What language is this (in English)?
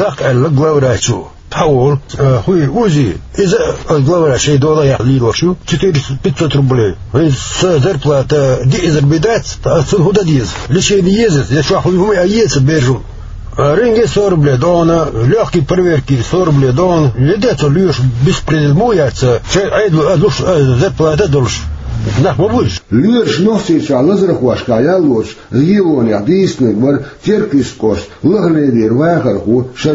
Chechen